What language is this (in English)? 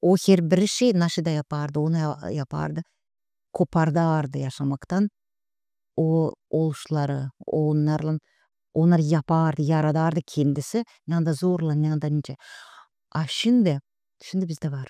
Gagauz